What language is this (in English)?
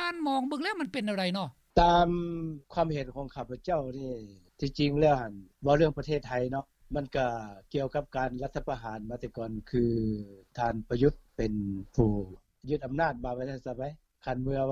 Lao